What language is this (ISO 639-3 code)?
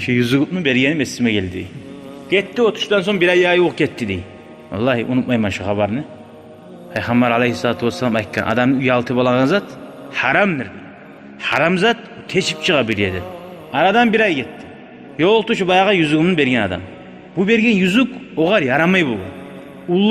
kum